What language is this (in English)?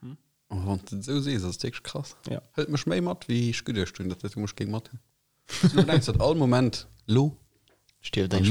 Luxembourgish